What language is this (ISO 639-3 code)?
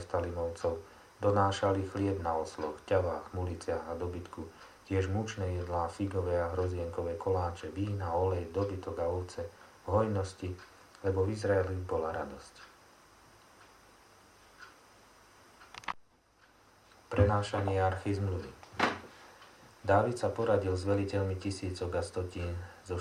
slk